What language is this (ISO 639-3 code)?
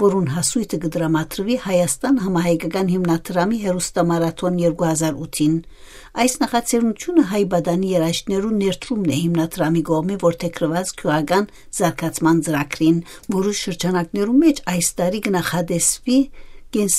hyw